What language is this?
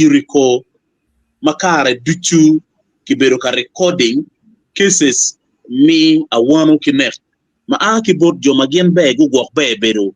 Acoli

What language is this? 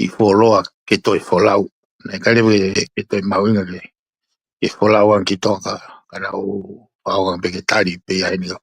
Tongan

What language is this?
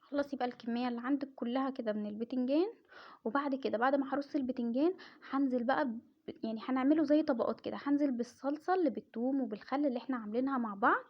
Egyptian Arabic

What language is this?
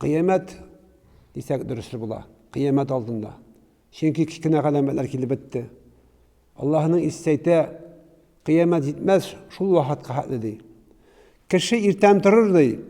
Tatar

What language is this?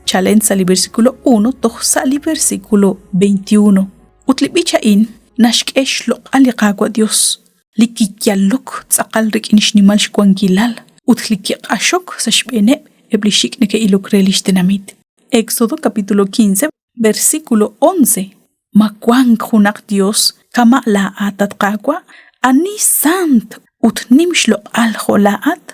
Kekchí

